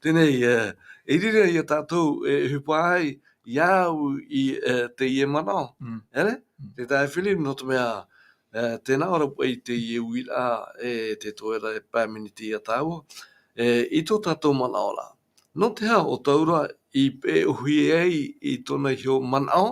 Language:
Tahitian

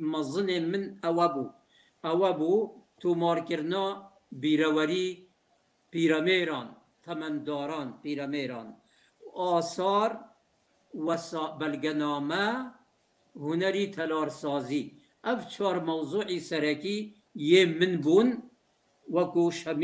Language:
Kurdish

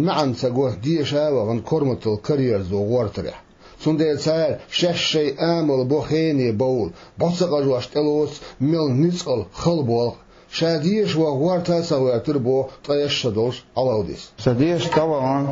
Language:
Chechen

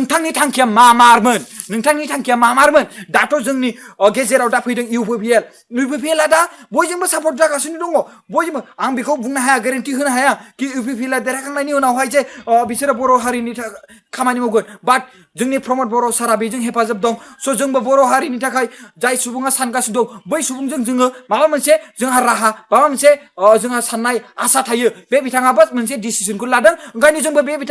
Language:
Bodo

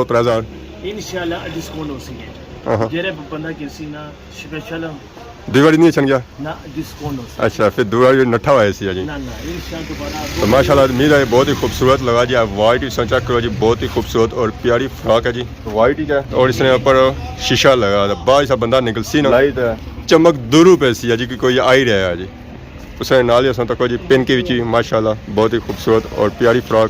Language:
Pahari-Potwari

